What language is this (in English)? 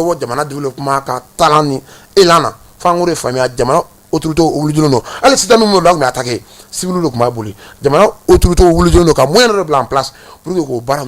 Bambara